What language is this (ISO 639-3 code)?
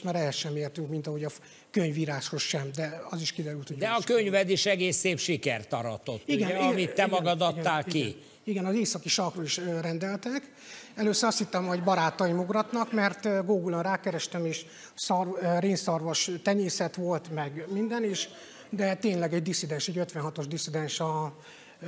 hun